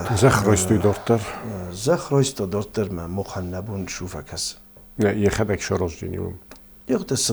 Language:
Ossetic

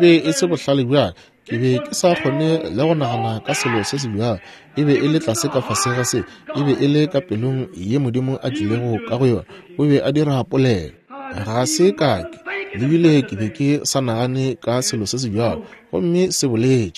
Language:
Northern Sotho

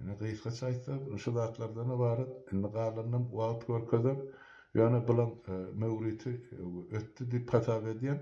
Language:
Turkmen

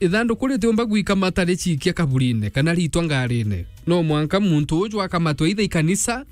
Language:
Meru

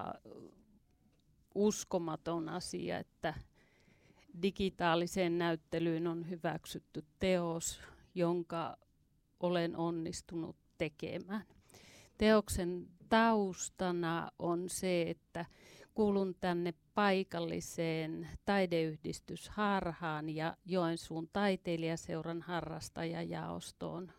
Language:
Finnish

